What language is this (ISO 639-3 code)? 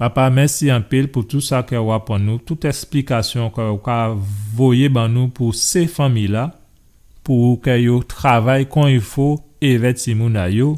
gcf